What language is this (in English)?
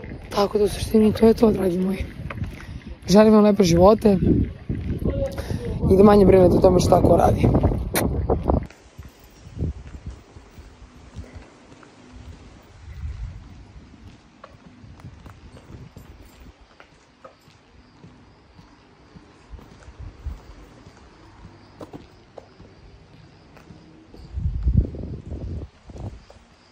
Serbian